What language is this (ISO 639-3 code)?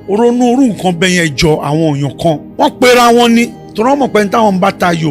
yor